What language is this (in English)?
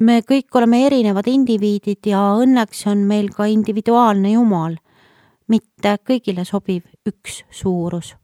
Estonian